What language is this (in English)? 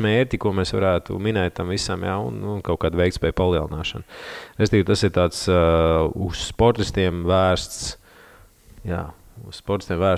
Latvian